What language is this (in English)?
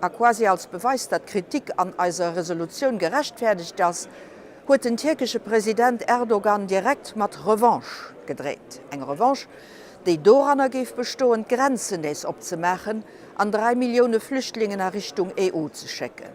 Luxembourgish